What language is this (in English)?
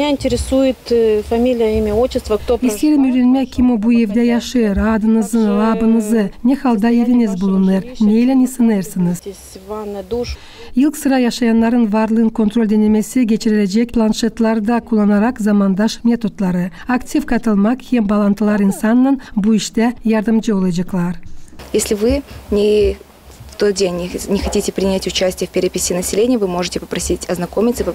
Gagauz